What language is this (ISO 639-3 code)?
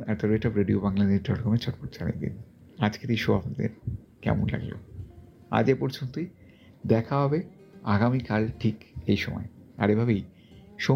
ben